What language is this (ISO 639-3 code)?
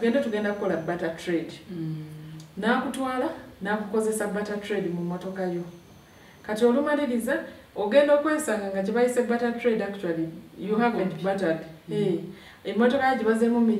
lug